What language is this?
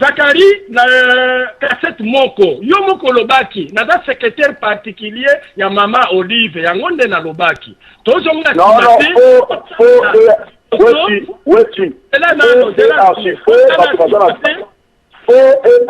Lingala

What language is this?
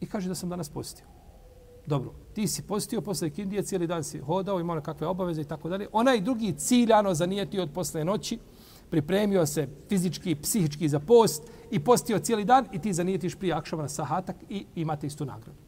Bosnian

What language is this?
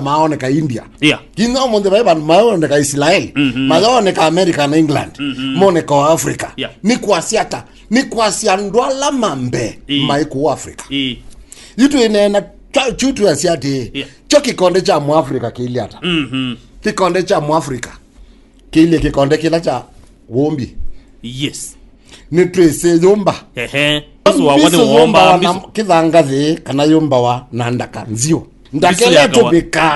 Kamba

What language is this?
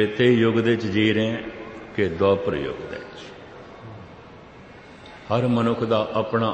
Punjabi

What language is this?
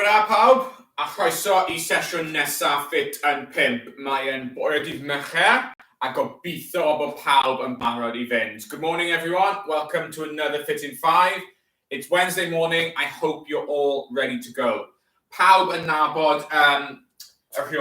Welsh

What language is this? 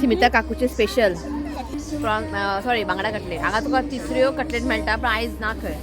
Konkani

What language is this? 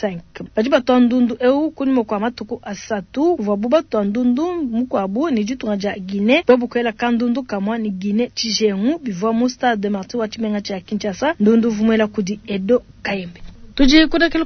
Luba-Lulua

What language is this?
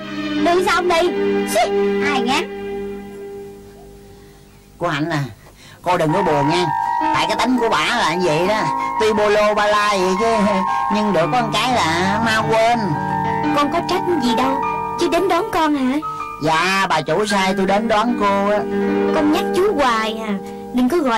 Vietnamese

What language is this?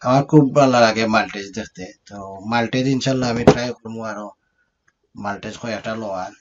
Sylheti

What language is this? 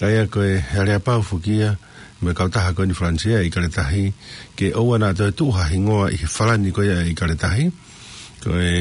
Tongan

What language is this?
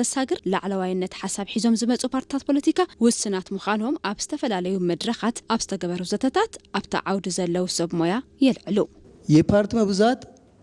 Tigrinya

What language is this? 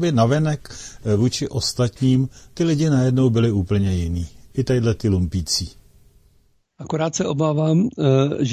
Czech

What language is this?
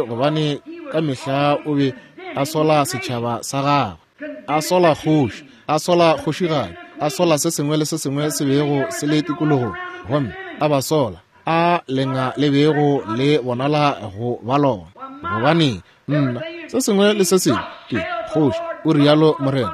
Northern Sotho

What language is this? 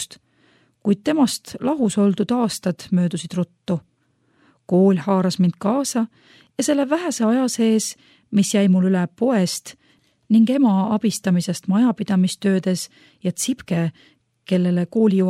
Estonian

